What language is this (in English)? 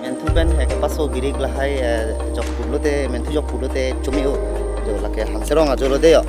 Karbi